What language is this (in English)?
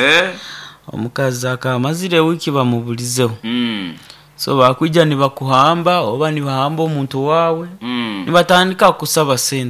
Nyoro